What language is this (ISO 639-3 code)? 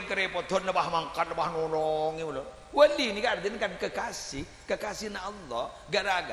mad